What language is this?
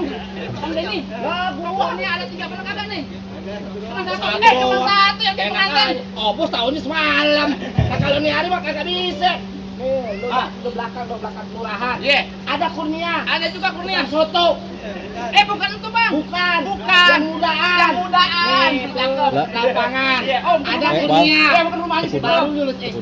Betawi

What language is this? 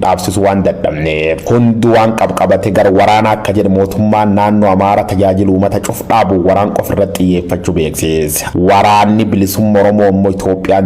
Oromo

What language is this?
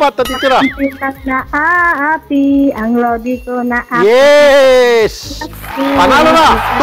Filipino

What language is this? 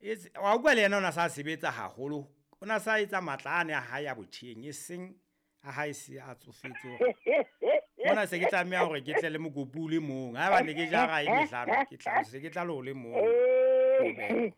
Southern Sotho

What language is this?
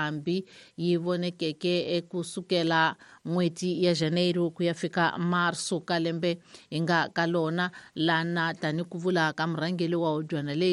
Tsonga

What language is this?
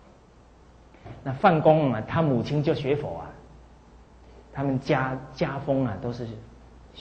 Chinese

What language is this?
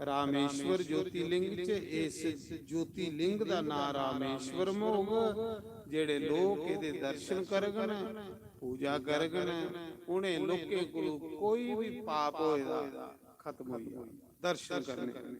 Dogri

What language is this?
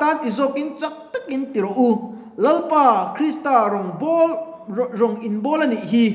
Mizo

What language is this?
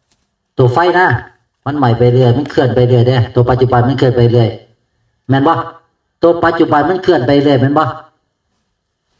Northeastern Thai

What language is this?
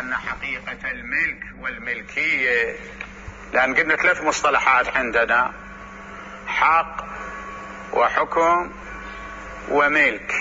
Mesopotamian Arabic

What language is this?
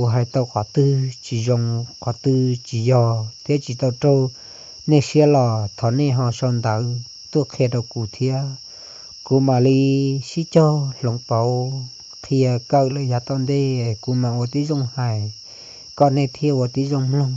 Hmong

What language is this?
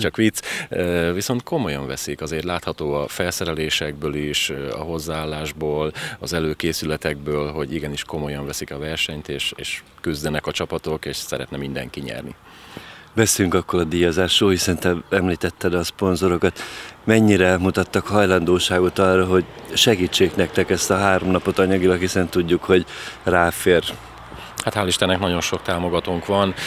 Hungarian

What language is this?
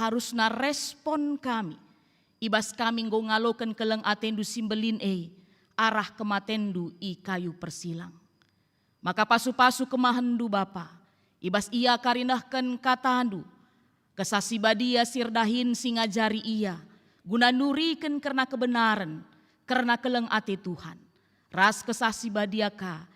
Batak Karo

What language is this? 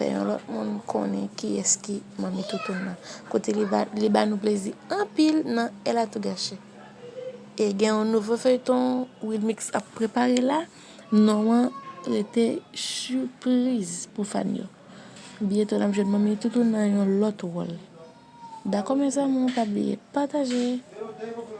Haitian Creole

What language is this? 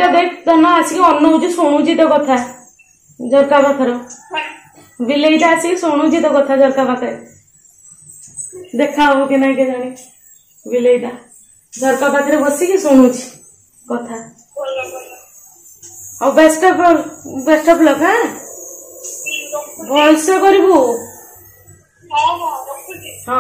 Odia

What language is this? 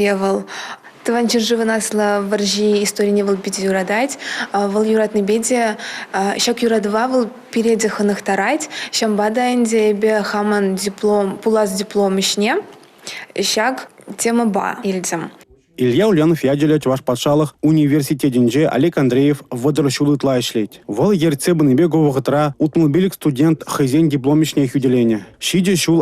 Chuvash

